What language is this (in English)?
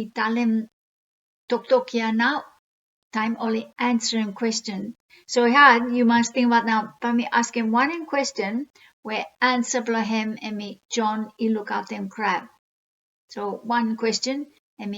Bislama